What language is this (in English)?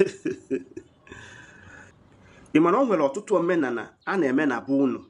Igbo